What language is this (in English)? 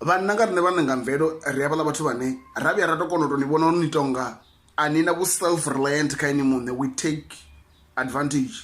Venda